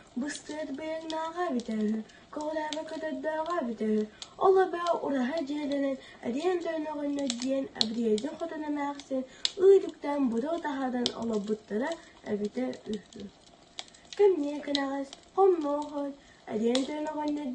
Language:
Yakut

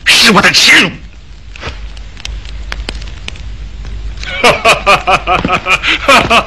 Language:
Chinese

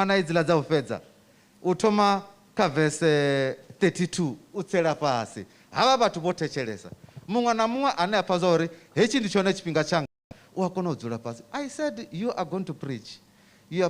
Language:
Venda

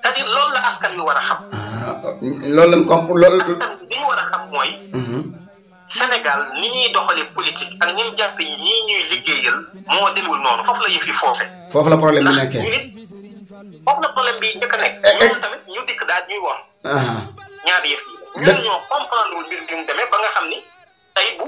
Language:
Wolof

